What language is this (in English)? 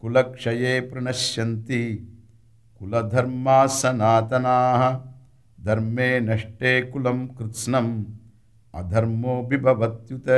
Sanskrit